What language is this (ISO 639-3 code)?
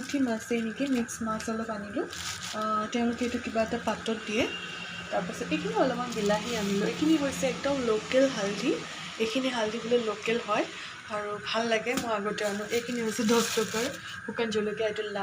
asm